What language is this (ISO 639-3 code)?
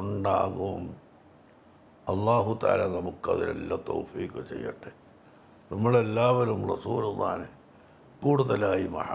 mal